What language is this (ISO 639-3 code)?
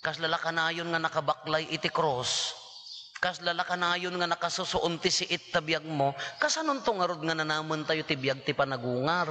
ilo